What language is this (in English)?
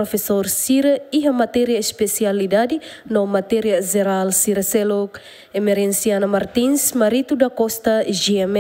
Tetum